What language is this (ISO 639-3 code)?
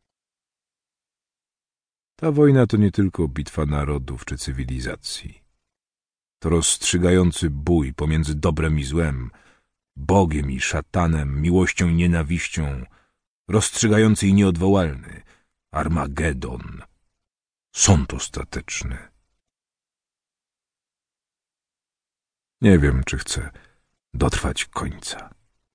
pol